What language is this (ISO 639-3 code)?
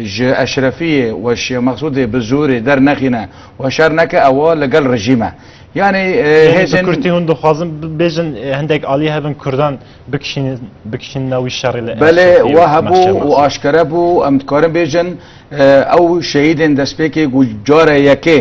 kur